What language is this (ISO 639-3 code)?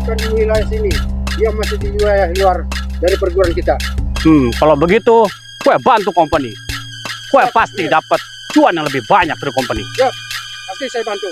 bew